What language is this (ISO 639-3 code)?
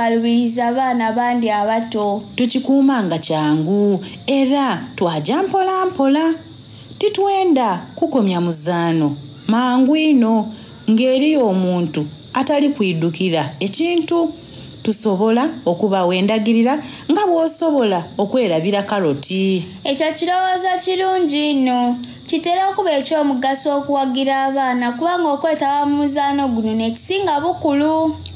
xog